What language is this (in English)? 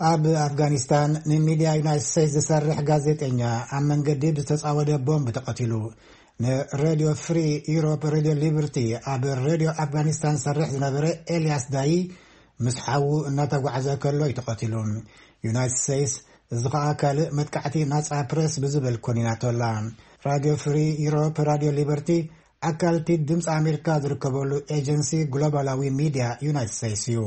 Tigrinya